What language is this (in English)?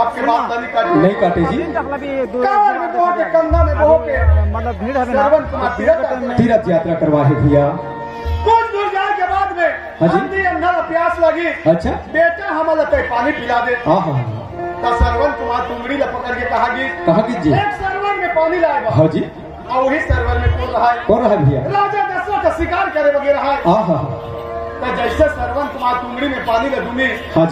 Chhattisgarhi